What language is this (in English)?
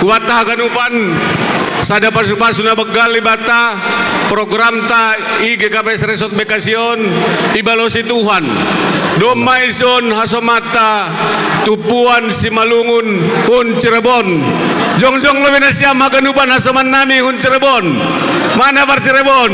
Batak Simalungun